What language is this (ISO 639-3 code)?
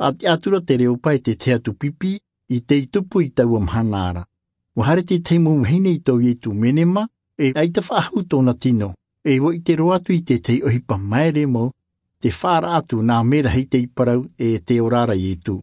tah